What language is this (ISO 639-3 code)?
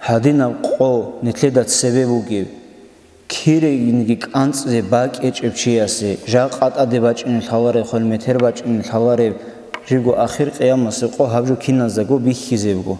ava